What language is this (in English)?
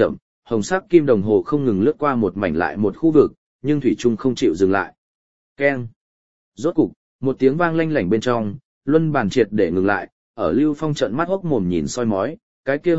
Vietnamese